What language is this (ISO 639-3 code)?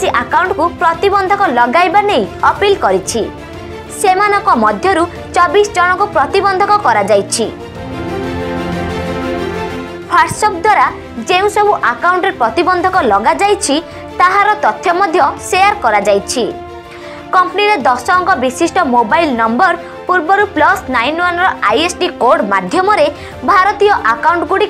ori